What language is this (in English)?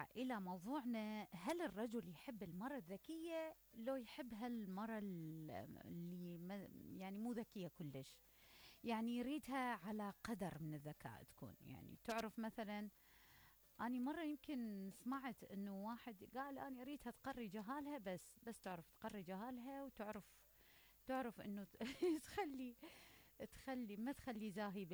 Mesopotamian Arabic